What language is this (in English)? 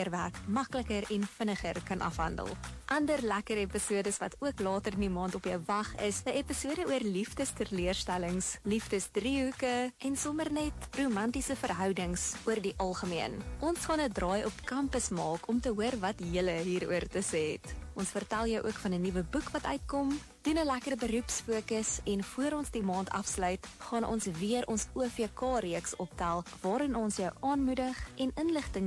Afrikaans